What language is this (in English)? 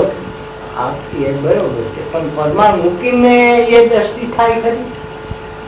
Gujarati